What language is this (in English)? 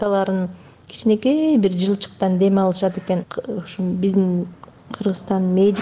Kyrgyz